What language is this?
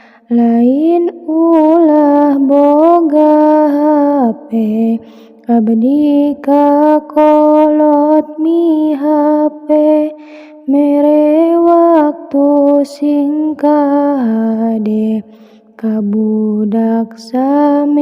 Sundanese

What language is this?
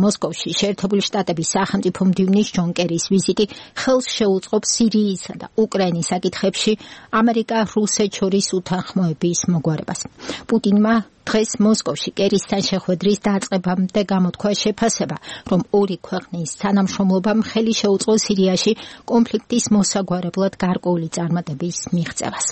Georgian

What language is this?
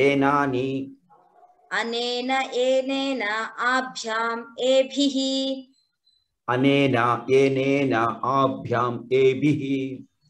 Sanskrit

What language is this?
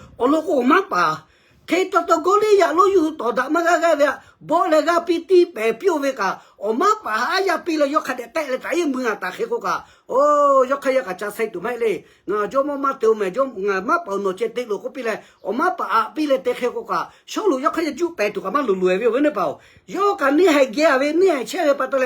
Lahu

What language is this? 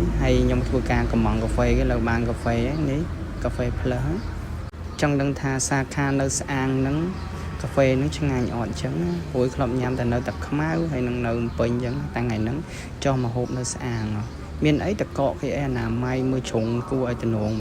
Khmer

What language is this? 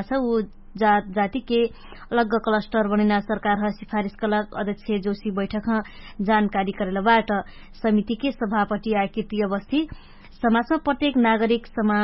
Dangaura Tharu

